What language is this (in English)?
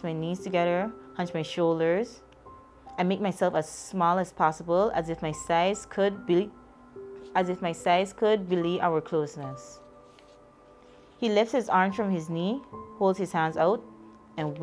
English